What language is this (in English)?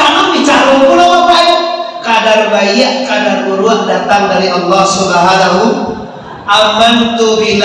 Minangkabau